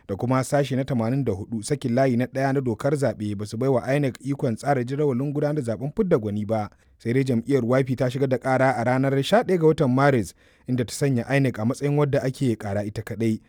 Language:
Hausa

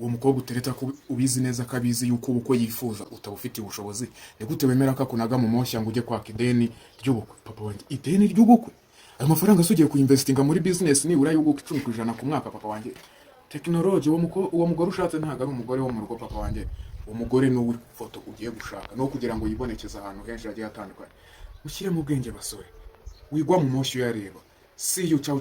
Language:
Kinyarwanda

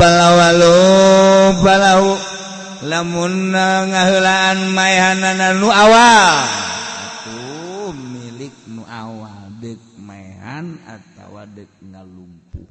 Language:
Sundanese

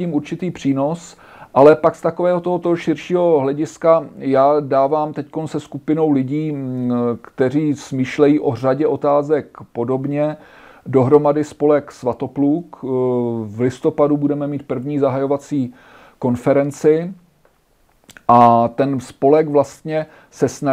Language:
Czech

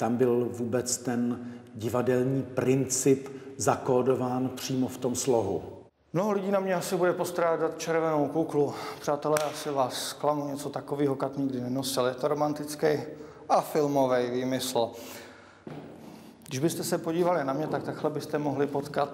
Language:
Czech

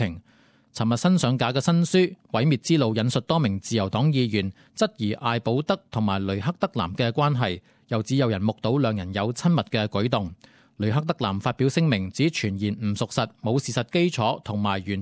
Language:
Cantonese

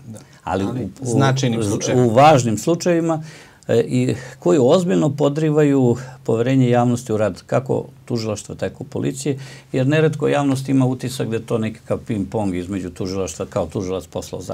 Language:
Serbian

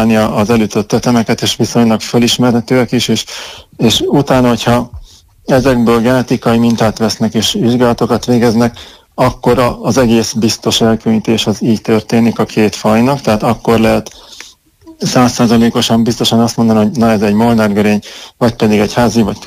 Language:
Hungarian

